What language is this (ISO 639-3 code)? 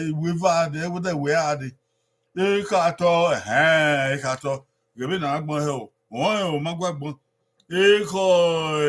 bin